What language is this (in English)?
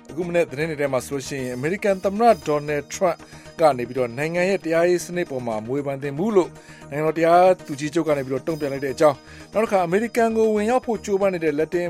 Burmese